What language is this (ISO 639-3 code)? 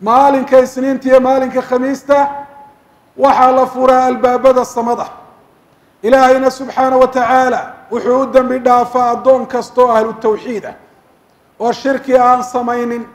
som